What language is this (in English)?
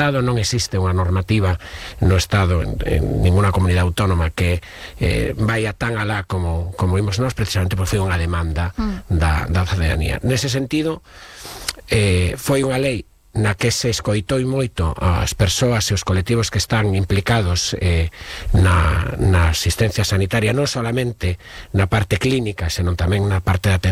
Galician